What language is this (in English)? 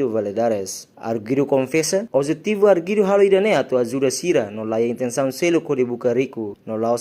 Tetum